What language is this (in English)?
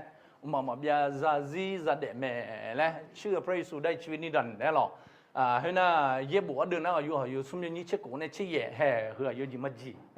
Akha